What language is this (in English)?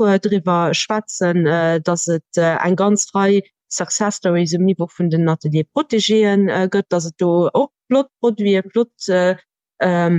Luxembourgish